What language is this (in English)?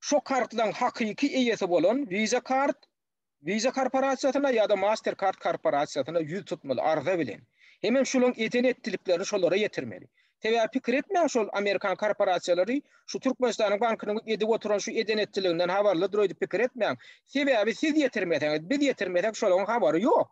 Turkmen